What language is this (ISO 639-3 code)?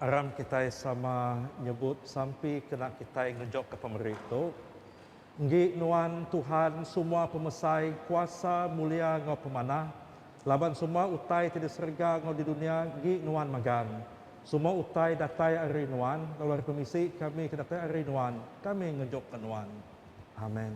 iba